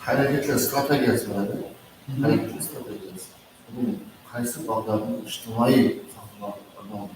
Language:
Kara-Kalpak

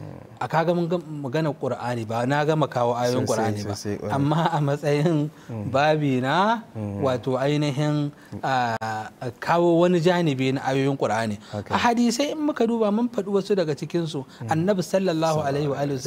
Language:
Hausa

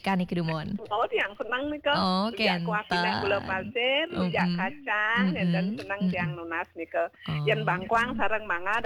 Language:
Balinese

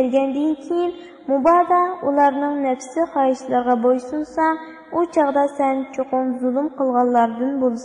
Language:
Uyghur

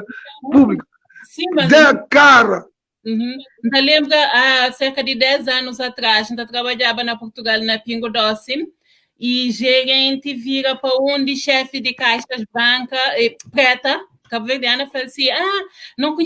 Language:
Kabuverdianu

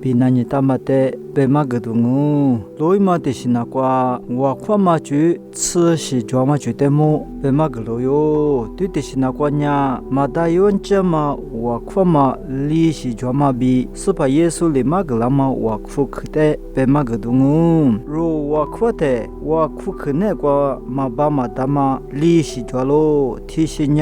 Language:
Lisu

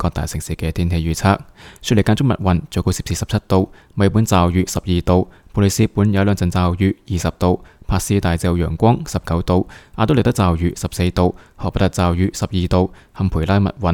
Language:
Cantonese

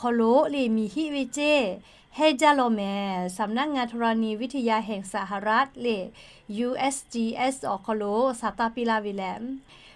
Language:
Lahu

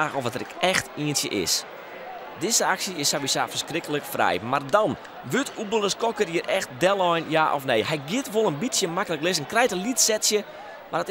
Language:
Western Frisian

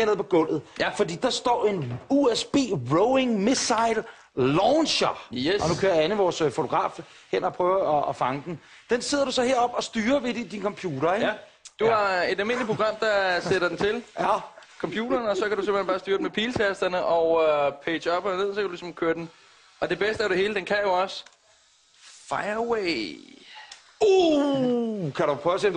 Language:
Danish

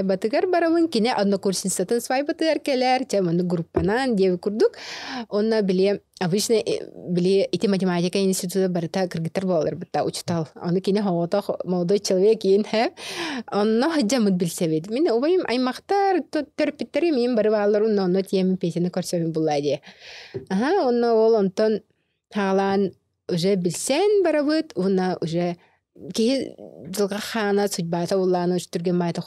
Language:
Yakut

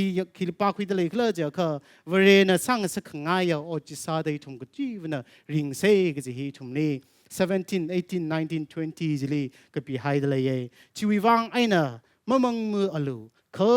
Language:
Tangkhul Naga (India)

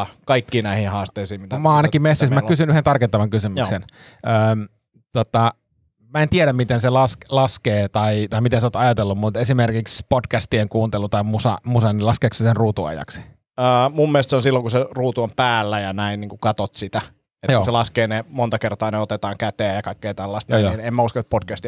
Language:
Finnish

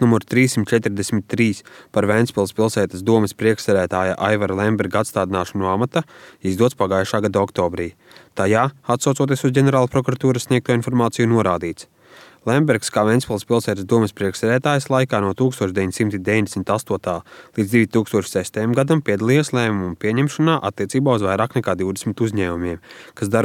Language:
Latvian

